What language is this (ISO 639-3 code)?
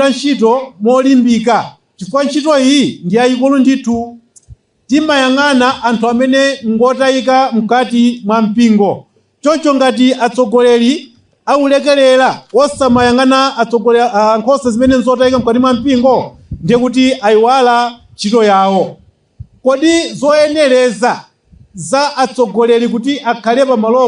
nya